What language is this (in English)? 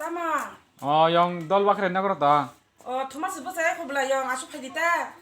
Kok Borok